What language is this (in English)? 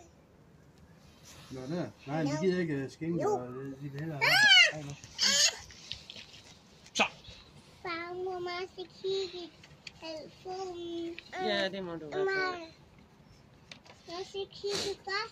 Danish